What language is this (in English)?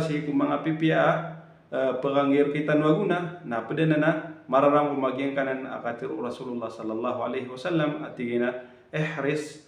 Maranao